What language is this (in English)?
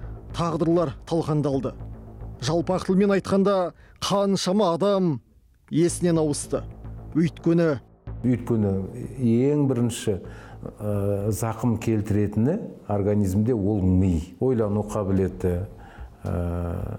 Kazakh